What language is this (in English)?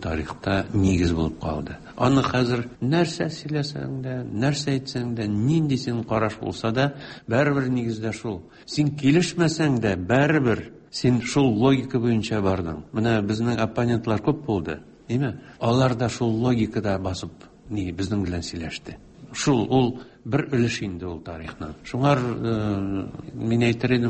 Tatar